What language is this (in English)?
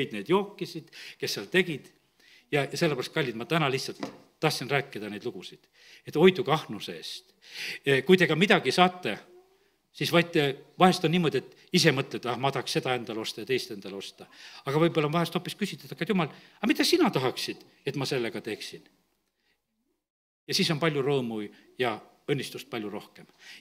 Estonian